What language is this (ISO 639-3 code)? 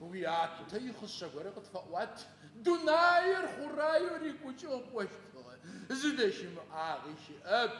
ady